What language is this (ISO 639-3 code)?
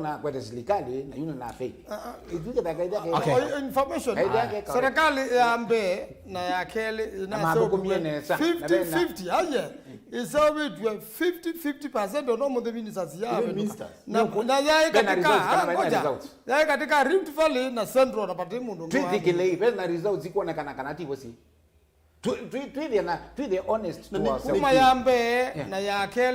kam